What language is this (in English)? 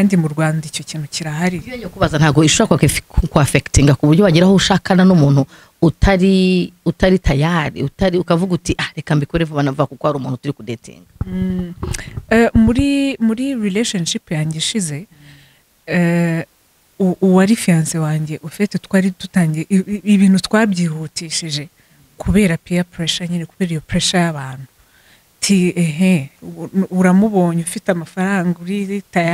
Kinyarwanda